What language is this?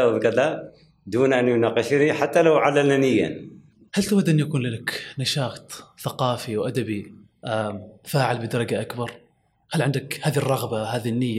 Gulf Arabic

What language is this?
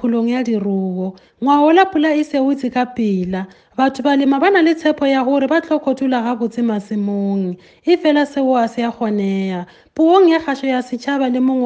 Tswana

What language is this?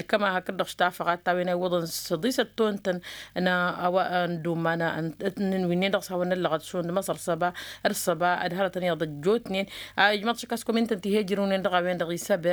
Tamasheq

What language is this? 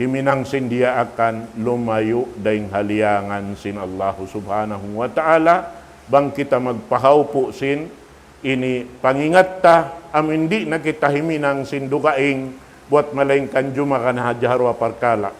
Tausug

